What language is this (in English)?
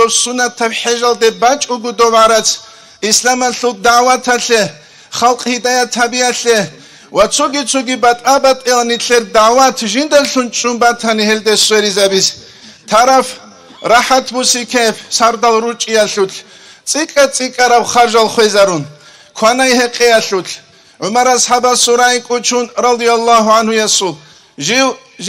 Avaric